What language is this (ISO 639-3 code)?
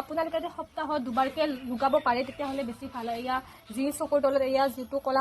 asm